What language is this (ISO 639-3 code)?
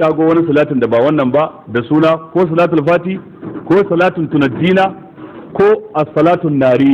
hau